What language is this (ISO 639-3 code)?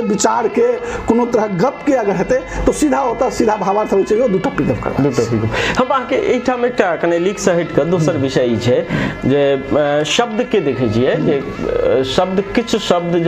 mai